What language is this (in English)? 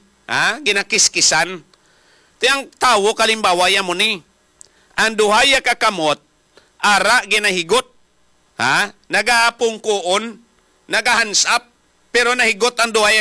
Hiligaynon